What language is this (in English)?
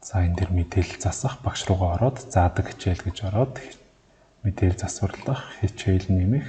Mongolian